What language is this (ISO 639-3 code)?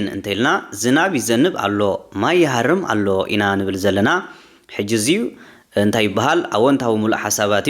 tir